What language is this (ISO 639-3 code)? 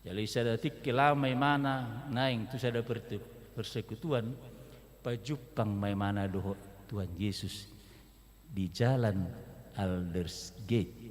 bbc